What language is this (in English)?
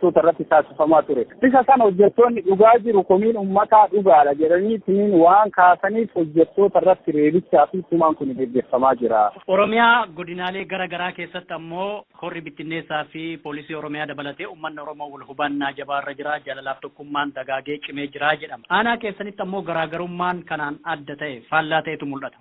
Oromo